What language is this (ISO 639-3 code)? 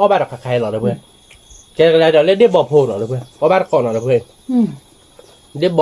ksw